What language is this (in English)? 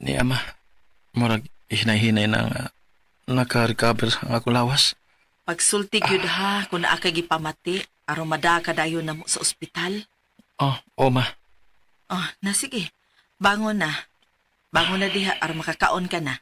Cebuano